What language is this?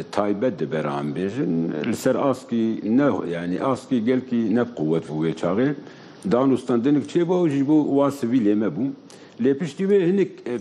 Kurdish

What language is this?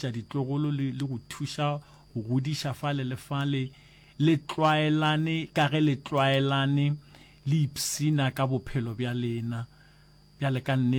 Northern Sotho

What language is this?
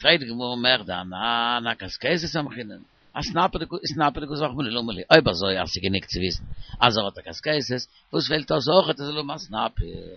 Yiddish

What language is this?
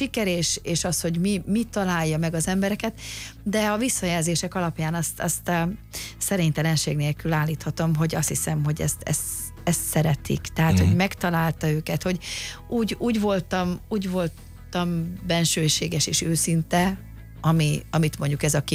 Hungarian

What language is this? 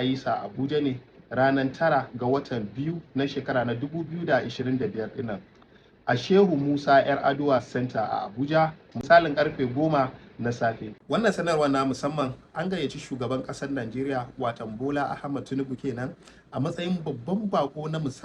Hausa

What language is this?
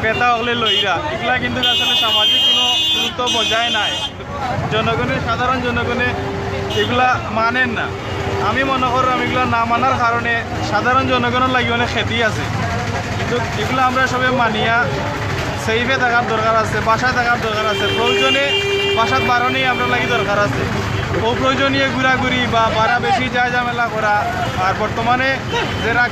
Sylheti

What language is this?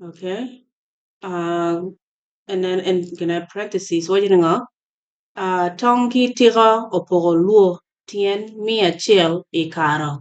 Acoli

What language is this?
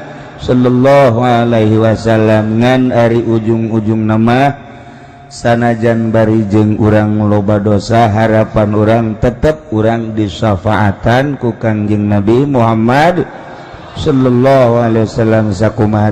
Sundanese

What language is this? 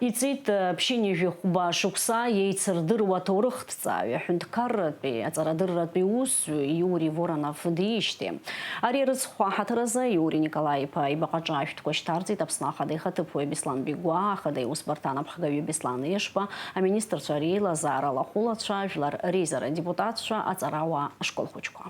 Abkhazian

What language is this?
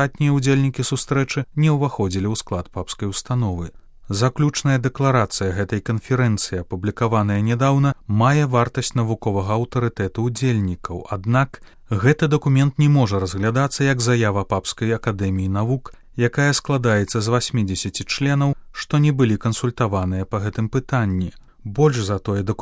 Belarusian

